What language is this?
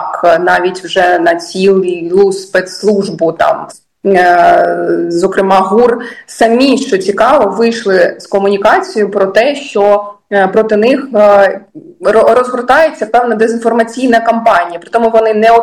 Ukrainian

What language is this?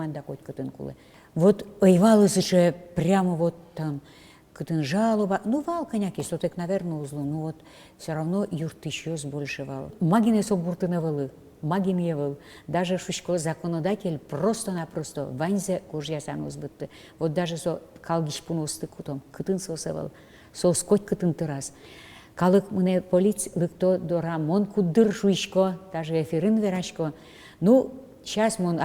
Udmurt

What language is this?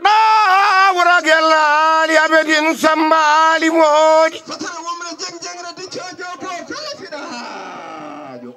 Fula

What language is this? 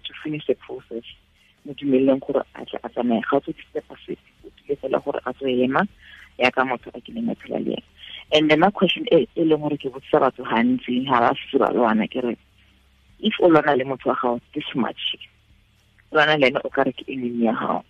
Tswana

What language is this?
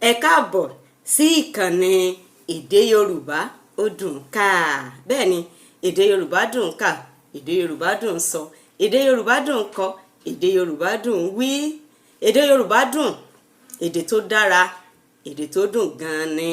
Yoruba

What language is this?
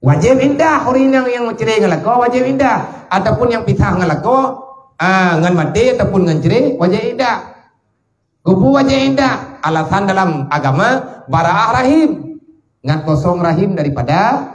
Achinese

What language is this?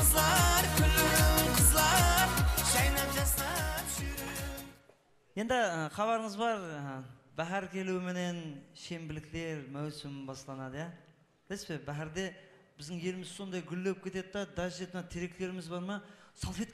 Kara-Kalpak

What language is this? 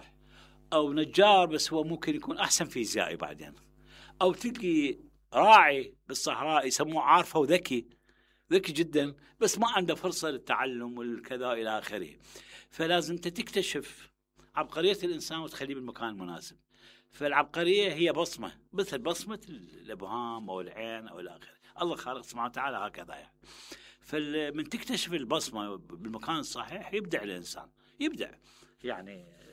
Mesopotamian Arabic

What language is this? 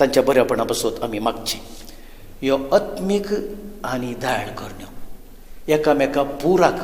Konkani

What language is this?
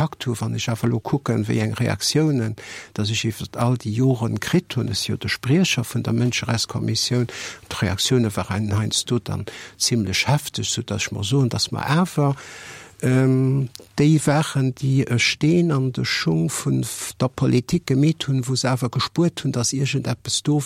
Luxembourgish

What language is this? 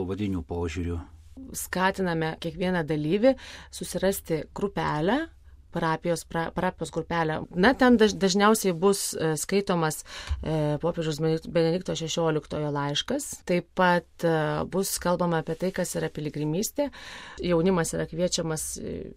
Lithuanian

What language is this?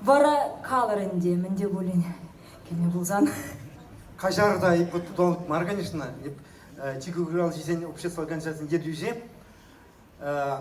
Chuvash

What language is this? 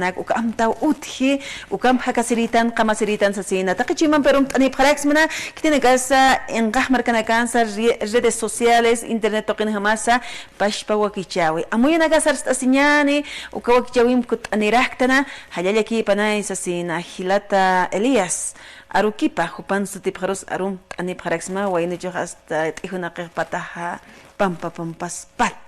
Aymara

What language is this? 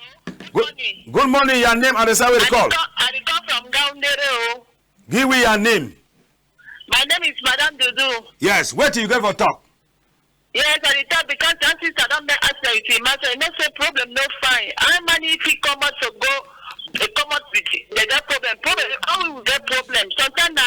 Cameroon Pidgin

